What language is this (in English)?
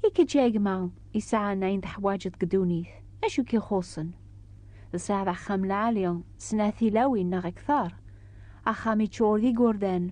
Kabyle